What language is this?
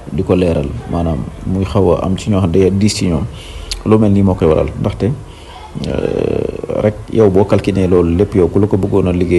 Wolof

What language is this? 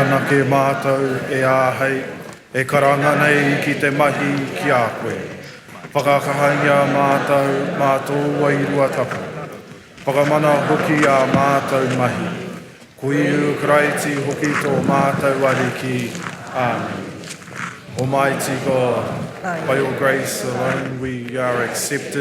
Māori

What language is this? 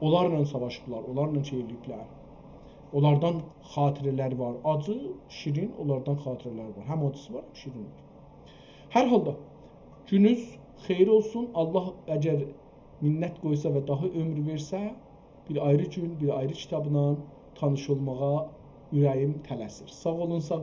South Azerbaijani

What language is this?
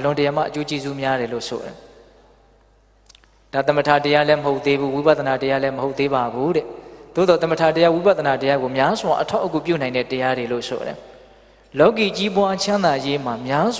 Burmese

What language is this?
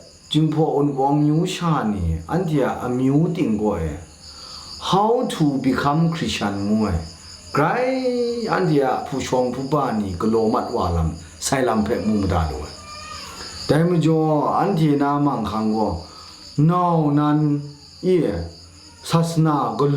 Kachin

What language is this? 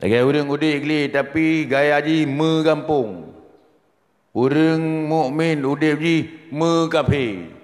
Achinese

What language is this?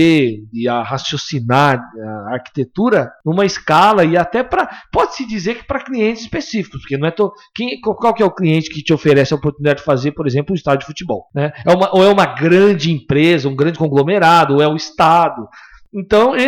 Portuguese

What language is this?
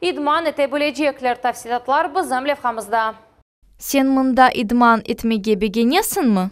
Crimean Tatar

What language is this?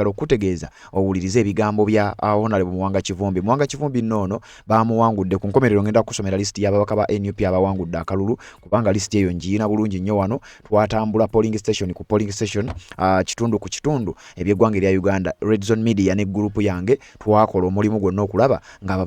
Ganda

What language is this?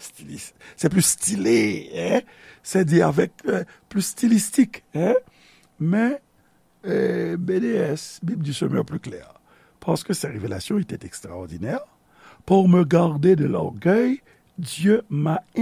Haitian Creole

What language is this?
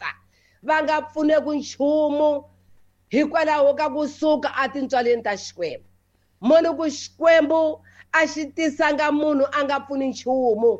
Tsonga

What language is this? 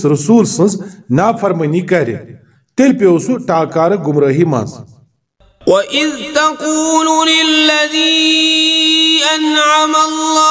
Kashmiri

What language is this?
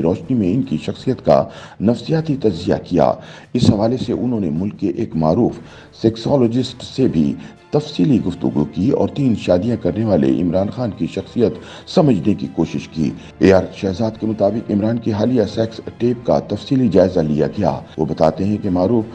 Urdu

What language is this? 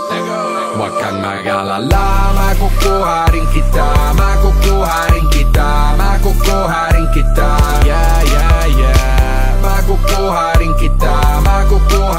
Filipino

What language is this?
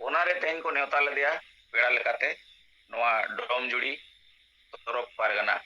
Santali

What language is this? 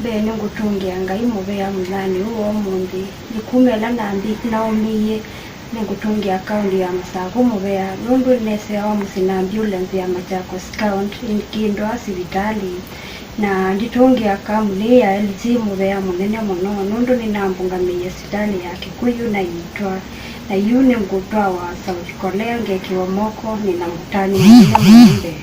Kamba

